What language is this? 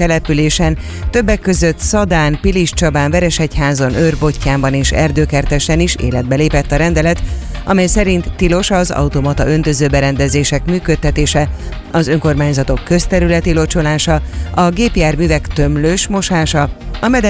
Hungarian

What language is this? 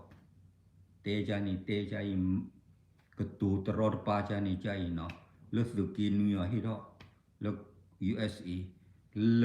S'gaw Karen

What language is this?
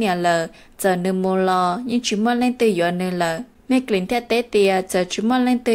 Hmong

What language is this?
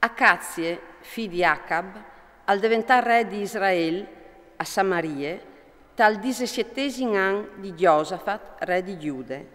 Friulian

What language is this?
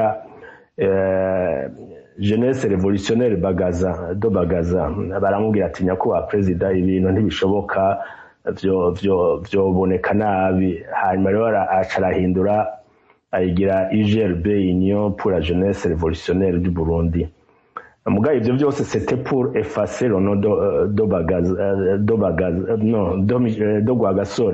Rundi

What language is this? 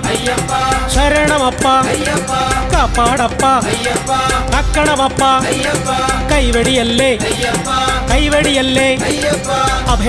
Malayalam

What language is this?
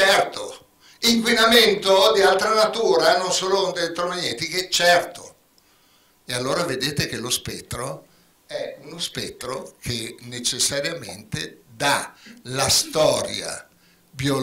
Italian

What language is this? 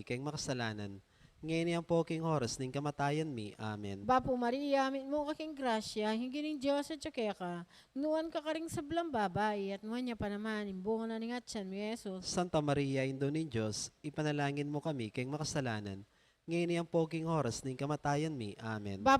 Pampanga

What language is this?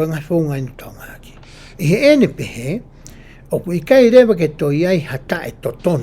Tongan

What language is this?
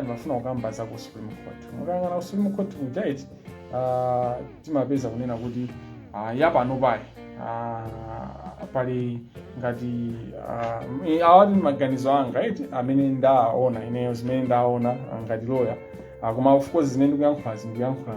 Nyanja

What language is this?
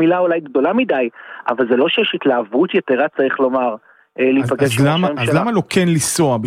Hebrew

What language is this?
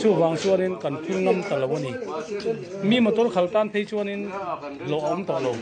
Mizo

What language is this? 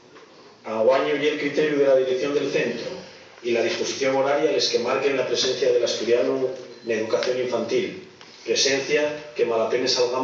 Asturian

